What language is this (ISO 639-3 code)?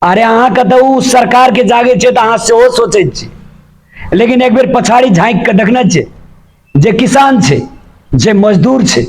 mai